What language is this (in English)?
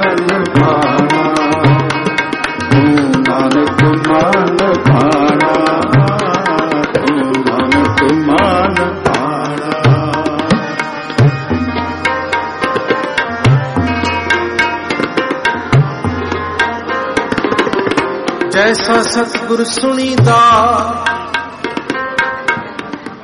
Punjabi